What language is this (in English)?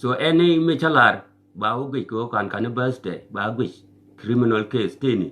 Nuer